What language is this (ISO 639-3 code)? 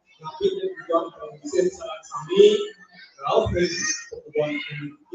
ban